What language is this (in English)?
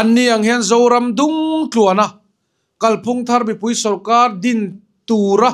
Mizo